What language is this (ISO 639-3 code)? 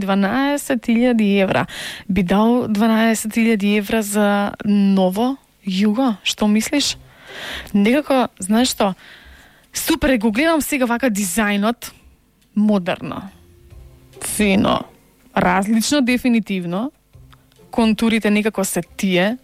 mkd